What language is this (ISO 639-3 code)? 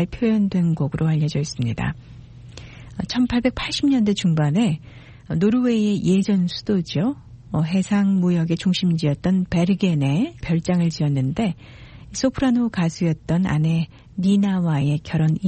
kor